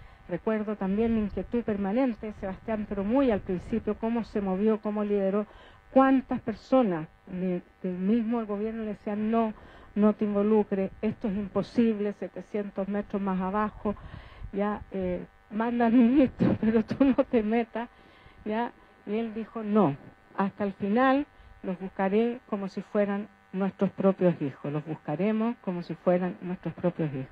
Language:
Spanish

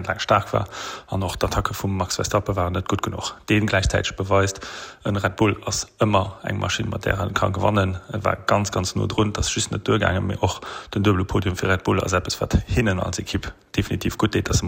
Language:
Luxembourgish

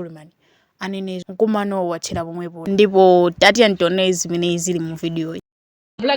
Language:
Nyanja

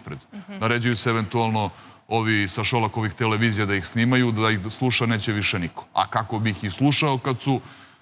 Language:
Serbian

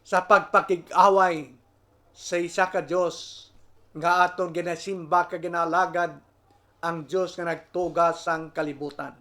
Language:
Hiligaynon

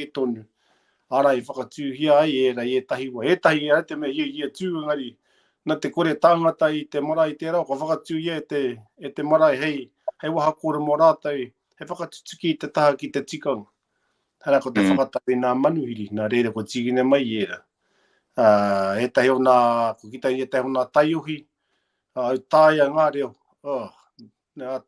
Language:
Māori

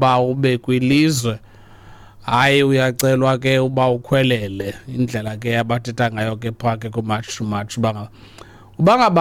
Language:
Xhosa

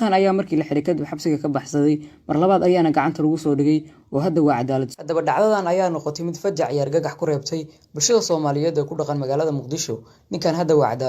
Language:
Somali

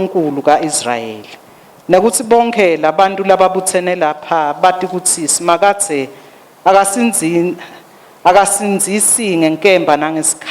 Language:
Swati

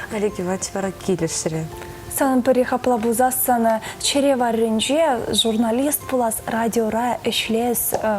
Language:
Chuvash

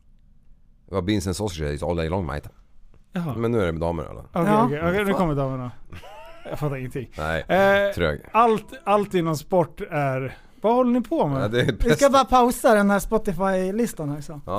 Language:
Swedish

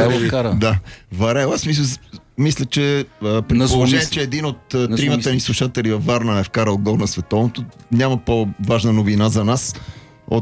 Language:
Bulgarian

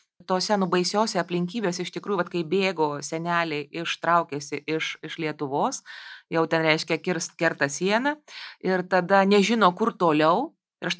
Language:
Lithuanian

